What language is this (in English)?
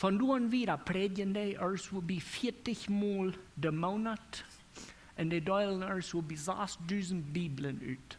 Plautdietsch